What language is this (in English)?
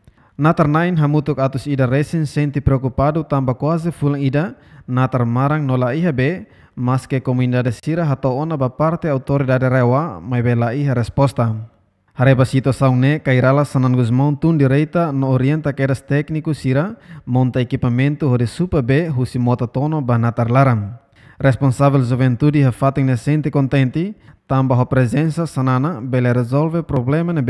Tetum